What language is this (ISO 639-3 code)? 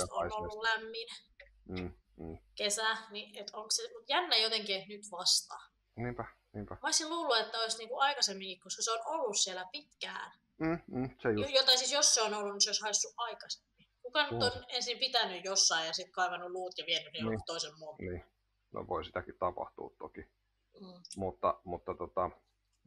fin